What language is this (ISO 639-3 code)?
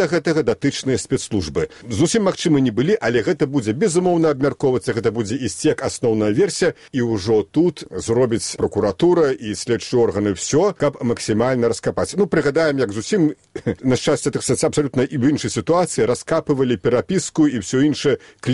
bel